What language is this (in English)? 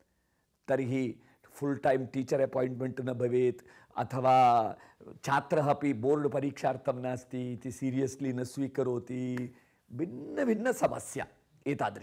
Sanskrit